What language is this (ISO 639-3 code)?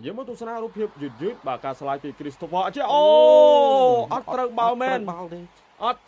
khm